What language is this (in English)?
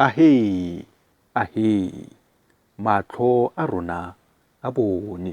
Tswana